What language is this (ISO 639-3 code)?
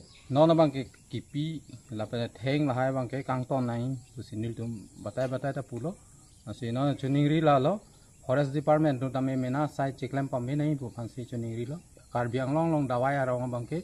mjw